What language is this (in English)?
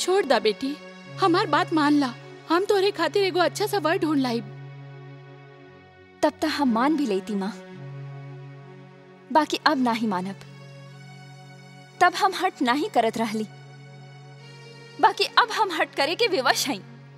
Bhojpuri